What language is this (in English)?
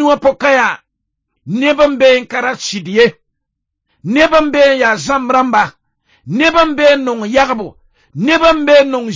Mossi